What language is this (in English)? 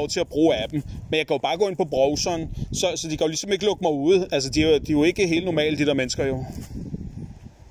Danish